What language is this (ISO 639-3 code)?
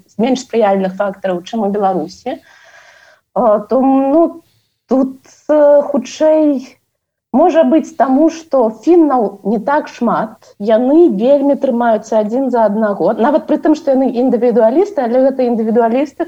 bel